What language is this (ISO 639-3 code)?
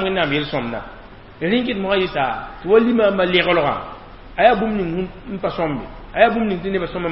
mos